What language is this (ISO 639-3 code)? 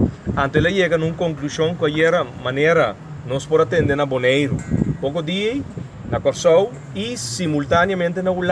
pap